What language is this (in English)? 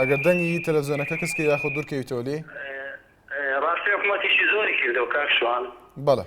Central Kurdish